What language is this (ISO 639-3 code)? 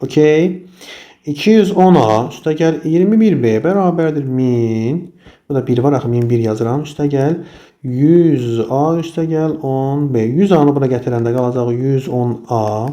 aze